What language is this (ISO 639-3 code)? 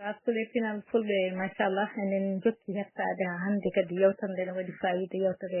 ful